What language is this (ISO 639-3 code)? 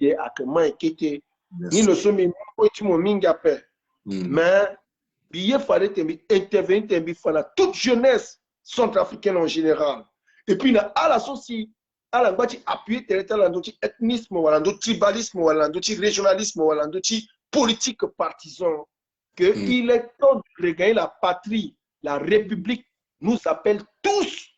sag